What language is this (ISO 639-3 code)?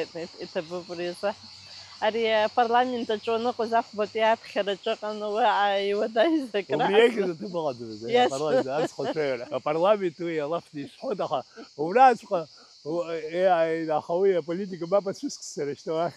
abk